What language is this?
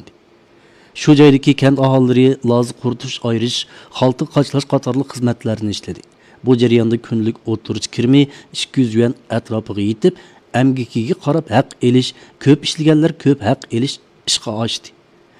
Uyghur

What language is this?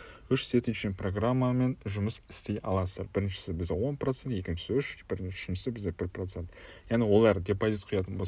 Kazakh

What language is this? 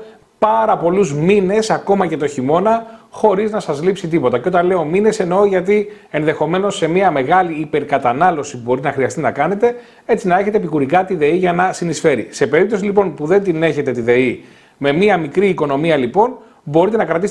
Greek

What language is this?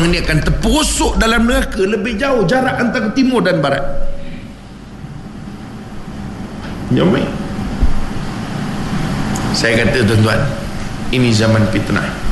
Malay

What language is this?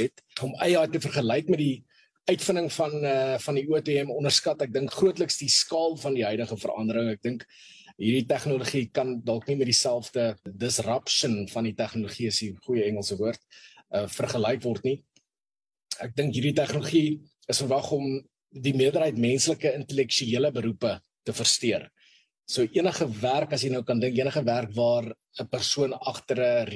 Afrikaans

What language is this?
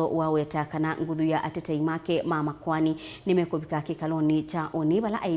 Kamba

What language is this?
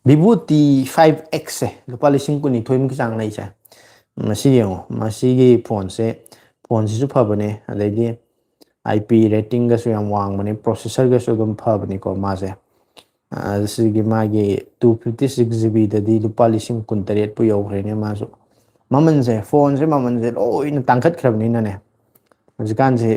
Manipuri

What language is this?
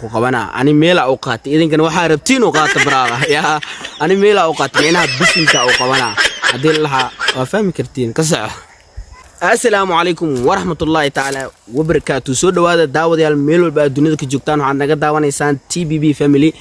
Somali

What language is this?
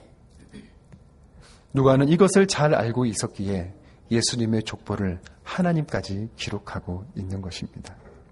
Korean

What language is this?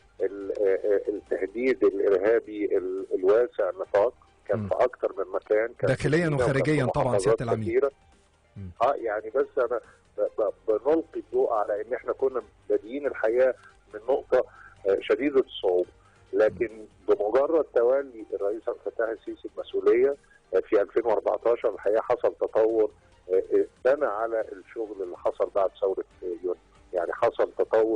Egyptian Arabic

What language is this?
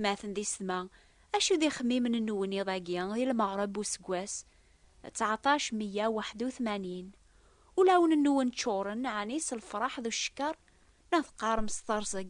Kabyle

